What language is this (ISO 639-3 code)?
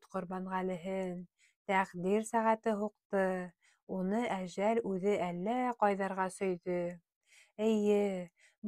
bak